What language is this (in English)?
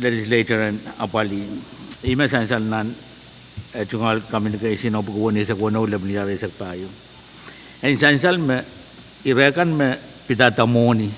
Pohnpeian